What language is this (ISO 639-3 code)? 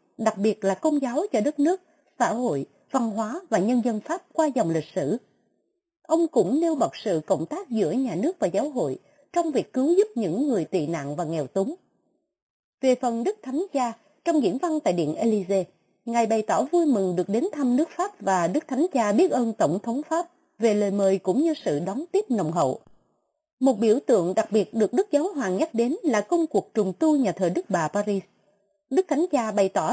vie